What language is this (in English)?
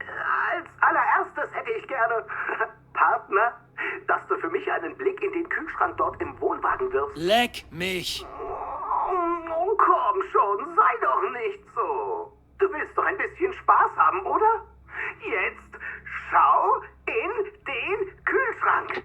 Bavarian